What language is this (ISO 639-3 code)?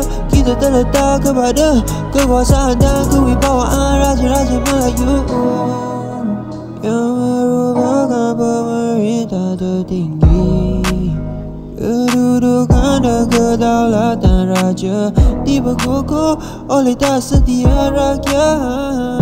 msa